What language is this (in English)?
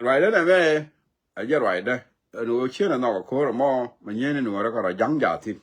Nuer